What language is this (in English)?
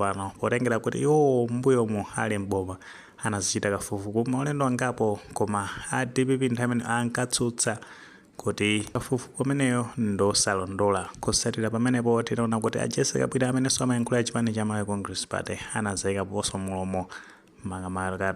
Nyanja